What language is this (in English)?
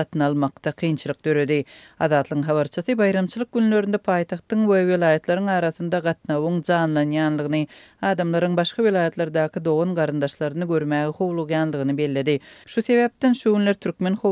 Turkmen